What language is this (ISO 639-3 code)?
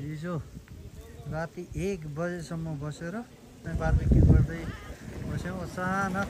nep